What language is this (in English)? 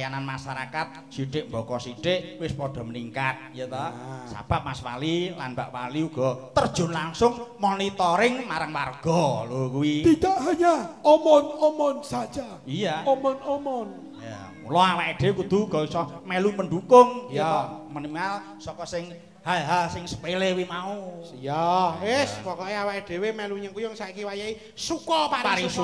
Javanese